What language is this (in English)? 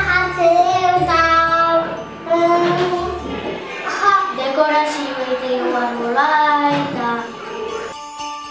Basque